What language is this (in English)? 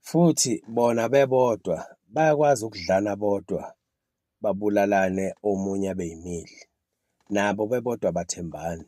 Zulu